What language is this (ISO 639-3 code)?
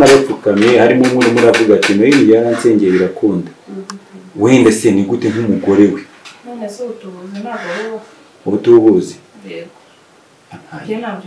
kin